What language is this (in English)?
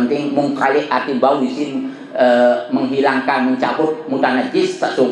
Sasak